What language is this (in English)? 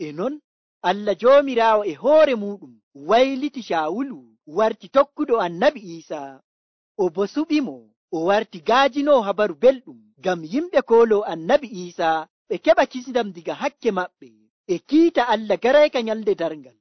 Nigerian Fulfulde